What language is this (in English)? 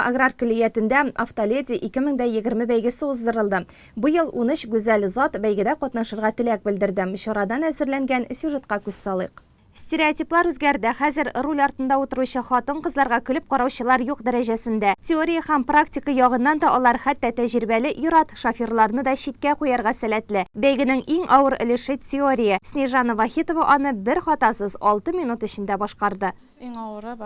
Tatar